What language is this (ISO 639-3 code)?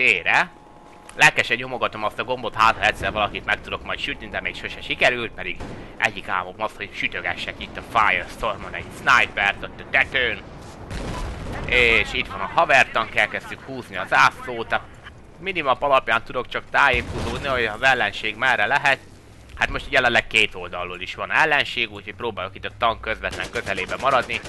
hun